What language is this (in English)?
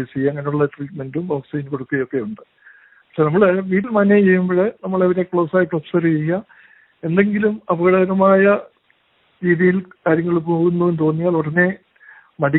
Malayalam